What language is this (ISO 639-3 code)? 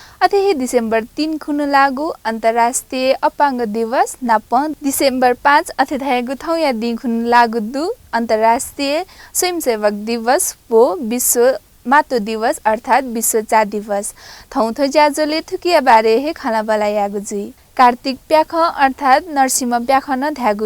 new